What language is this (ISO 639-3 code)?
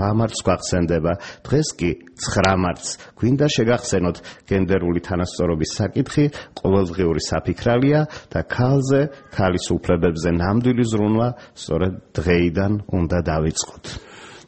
kat